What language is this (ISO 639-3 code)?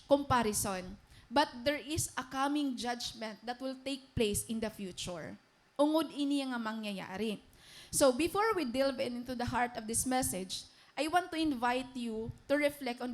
war